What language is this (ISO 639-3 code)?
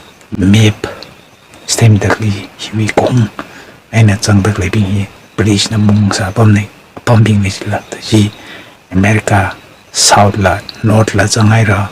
nmf